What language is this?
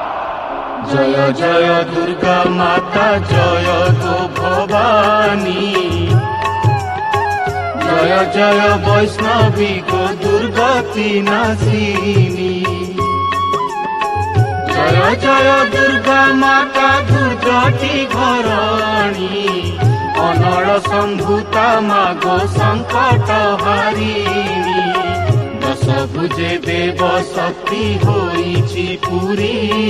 Odia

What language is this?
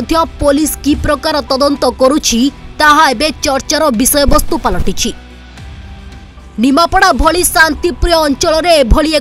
Odia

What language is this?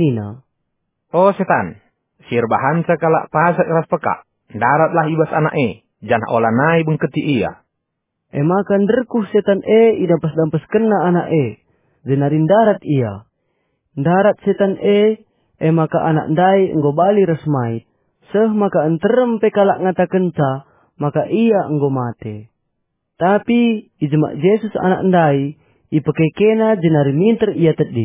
Batak Karo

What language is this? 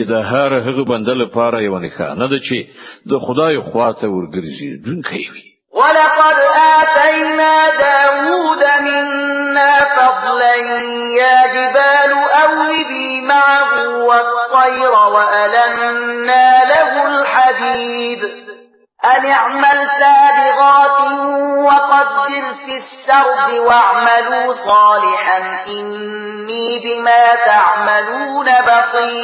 Pashto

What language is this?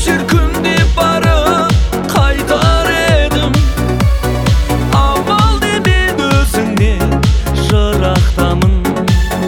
Kazakh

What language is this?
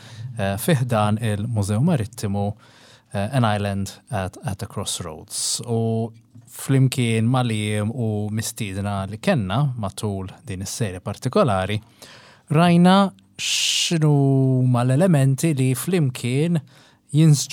Maltese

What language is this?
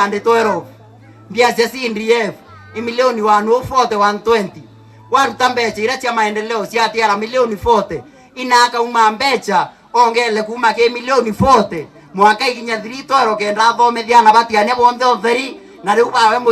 Meru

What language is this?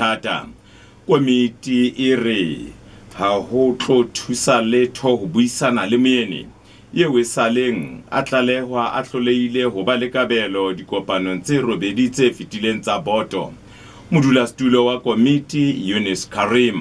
Southern Sotho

